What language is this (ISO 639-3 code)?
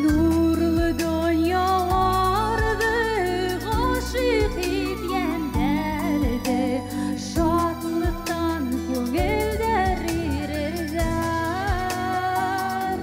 bak